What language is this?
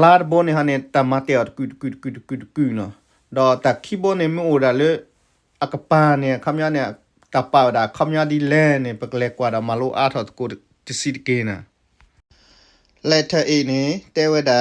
S'gaw Karen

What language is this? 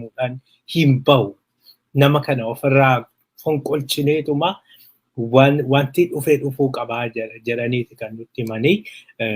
Oromo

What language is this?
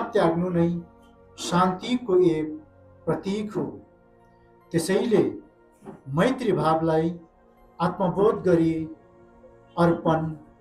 Nepali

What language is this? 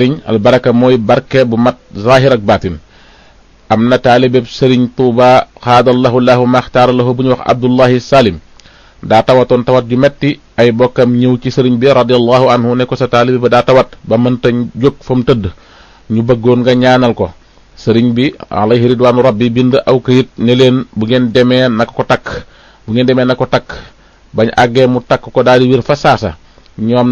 Wolof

